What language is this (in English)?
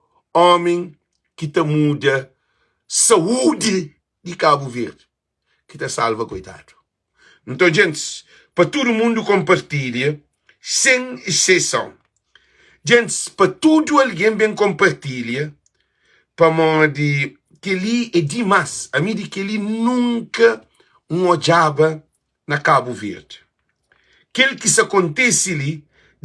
Kabuverdianu